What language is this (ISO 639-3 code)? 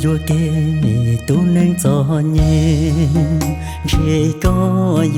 hmn